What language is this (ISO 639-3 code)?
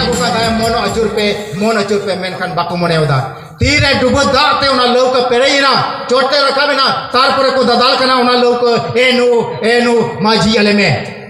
sat